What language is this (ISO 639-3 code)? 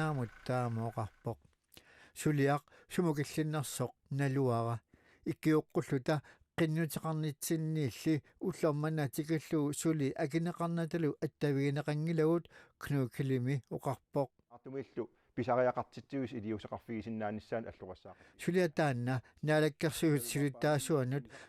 kal